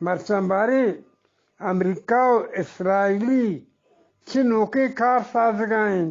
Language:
Eastern Balochi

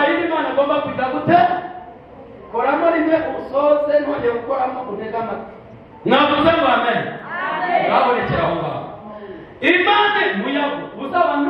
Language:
Kinyarwanda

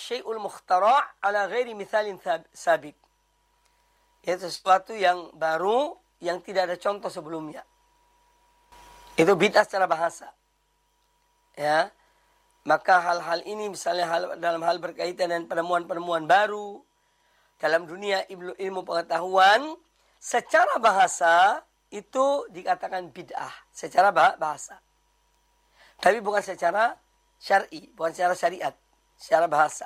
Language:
Indonesian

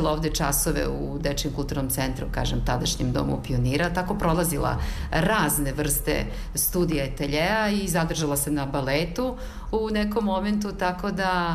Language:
Serbian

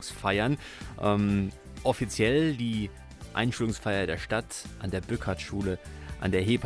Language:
German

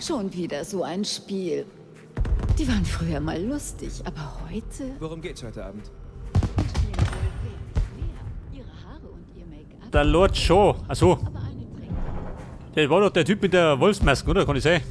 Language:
Bavarian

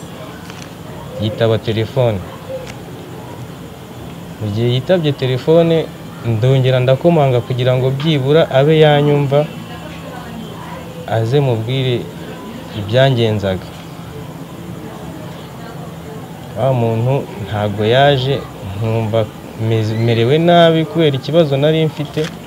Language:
Kinyarwanda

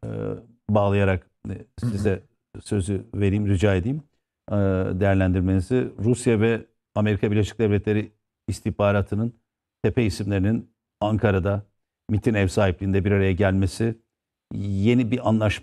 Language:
Turkish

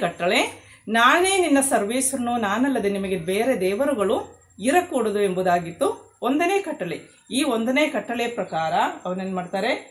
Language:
Kannada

